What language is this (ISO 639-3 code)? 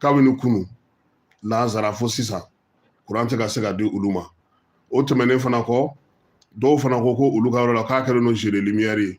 bam